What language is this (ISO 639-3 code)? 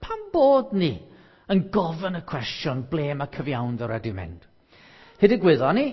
cym